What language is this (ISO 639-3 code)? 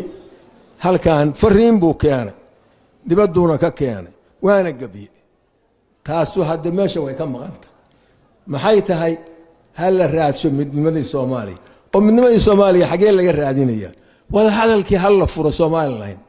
som